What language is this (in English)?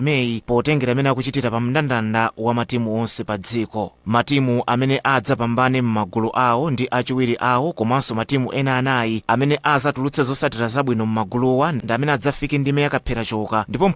Nyanja